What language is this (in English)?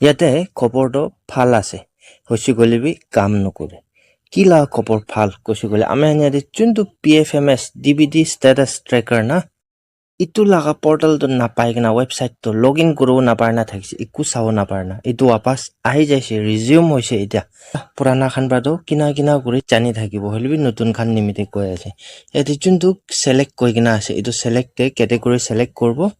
Naga Pidgin